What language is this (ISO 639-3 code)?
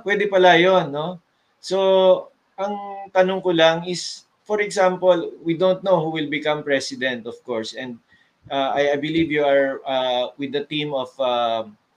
fil